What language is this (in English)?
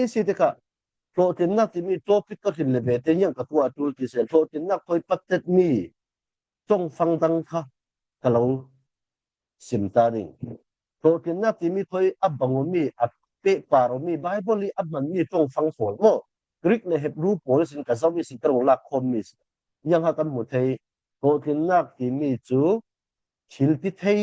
Falam Chin